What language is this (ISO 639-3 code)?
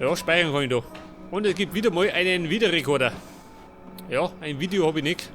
bar